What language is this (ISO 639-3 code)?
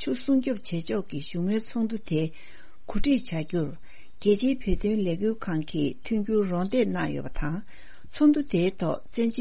bod